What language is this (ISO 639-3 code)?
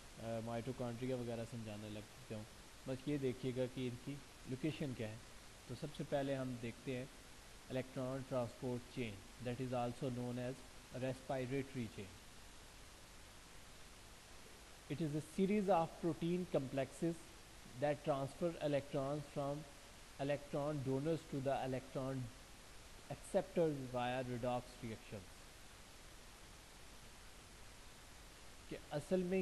urd